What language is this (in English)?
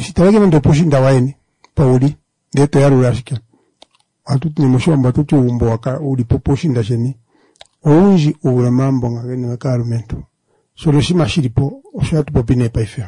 Kuanyama